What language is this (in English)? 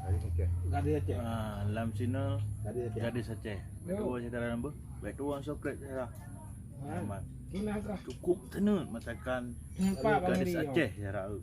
Achinese